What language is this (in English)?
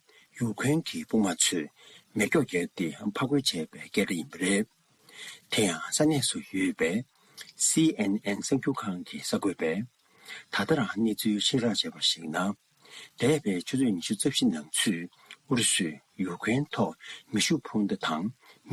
Tibetan